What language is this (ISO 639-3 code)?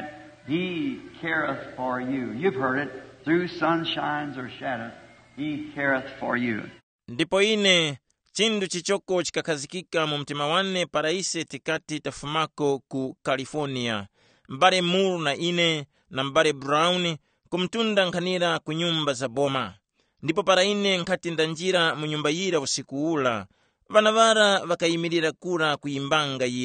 tum